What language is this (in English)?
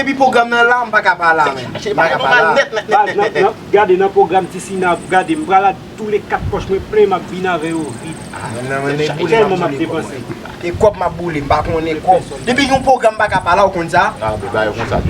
Haitian Creole